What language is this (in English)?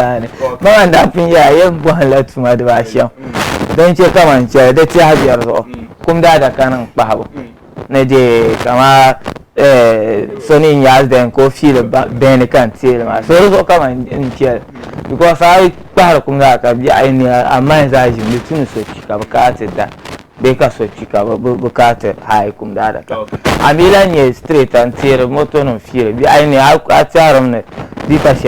Dagbani